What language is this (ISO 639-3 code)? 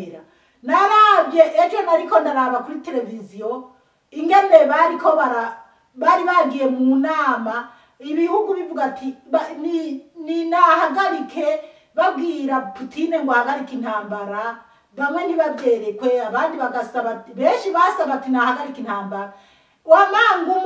run